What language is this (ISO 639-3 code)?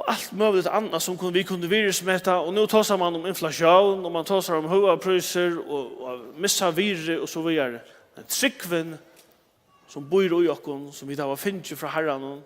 fao